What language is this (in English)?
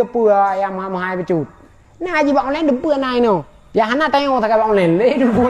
Achinese